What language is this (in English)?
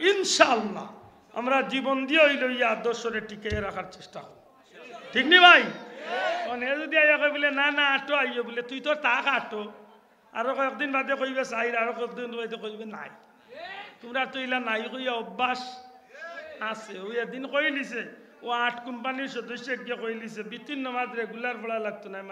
Sylheti